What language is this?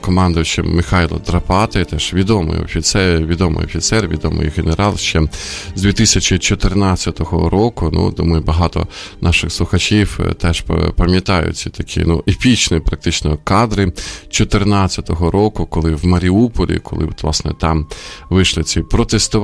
Ukrainian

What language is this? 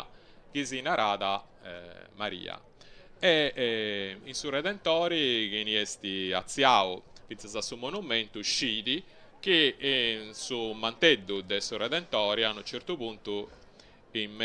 Sardinian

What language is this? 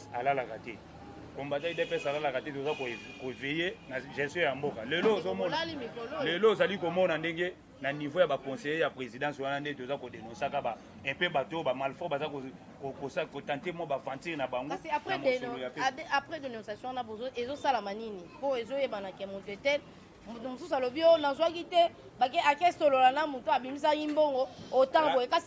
Lingala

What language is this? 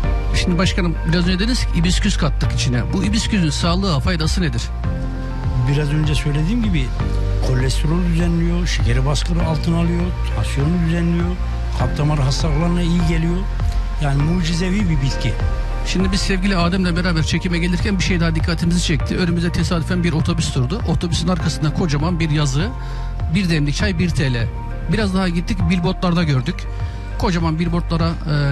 Turkish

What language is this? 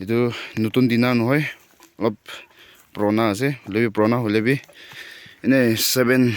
Naga Pidgin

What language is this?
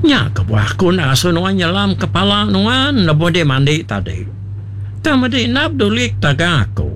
Iban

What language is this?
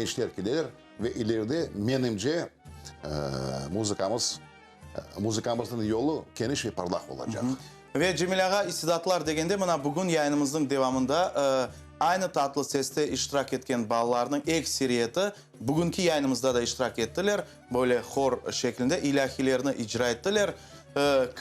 Crimean Tatar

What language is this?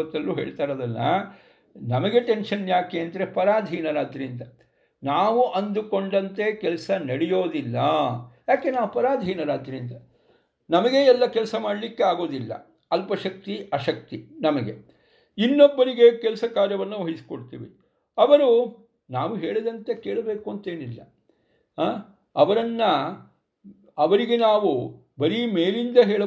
Kannada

